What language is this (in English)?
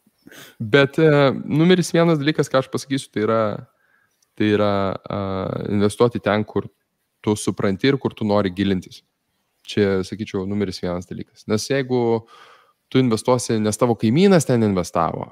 Lithuanian